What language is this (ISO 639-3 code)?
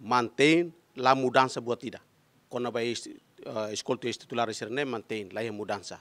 tet